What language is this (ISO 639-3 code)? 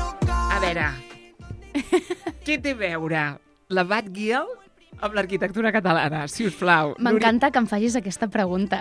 cat